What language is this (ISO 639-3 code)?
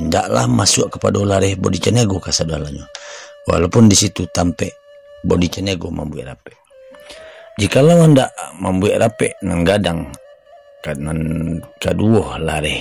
min